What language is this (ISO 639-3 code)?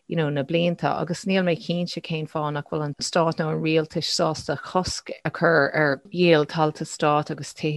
gle